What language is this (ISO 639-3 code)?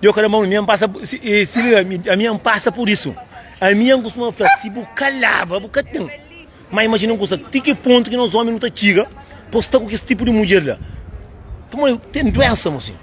kea